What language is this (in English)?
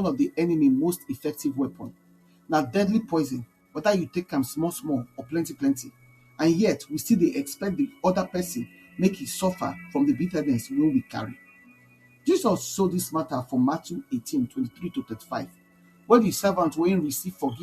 Nigerian Pidgin